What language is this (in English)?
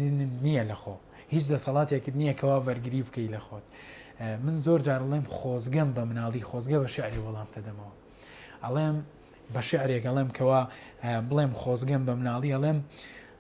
Central Kurdish